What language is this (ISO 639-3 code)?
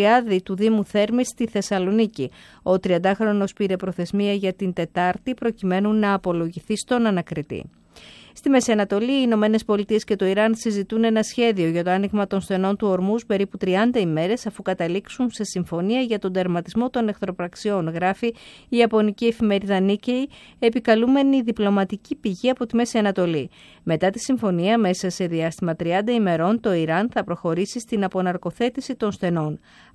ell